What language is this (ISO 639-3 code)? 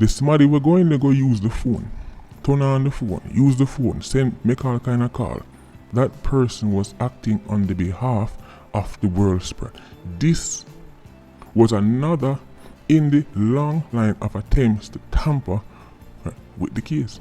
jam